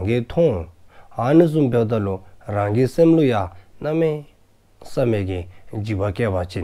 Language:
Dzongkha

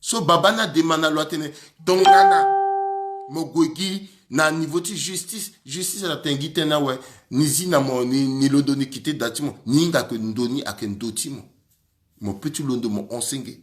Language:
Sango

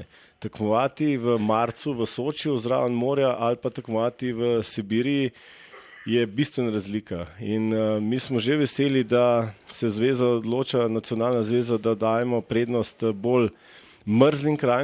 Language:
Slovenian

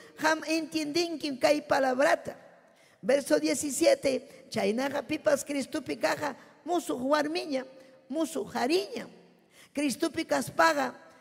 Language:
Ayacucho Quechua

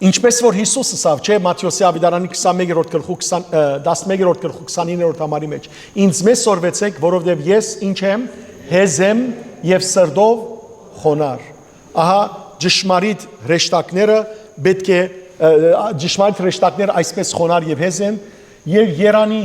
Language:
Western Armenian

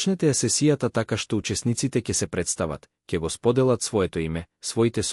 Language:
Macedonian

